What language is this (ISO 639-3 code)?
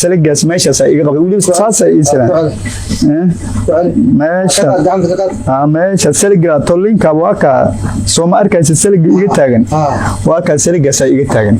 som